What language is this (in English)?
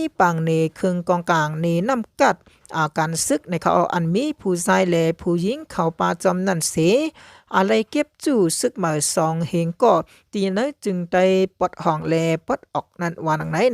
Shan